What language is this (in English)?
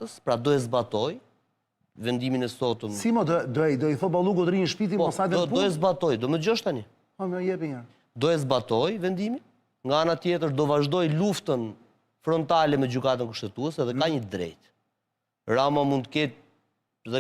Albanian